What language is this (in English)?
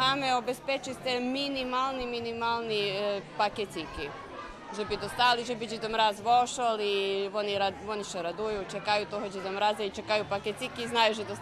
Rusyn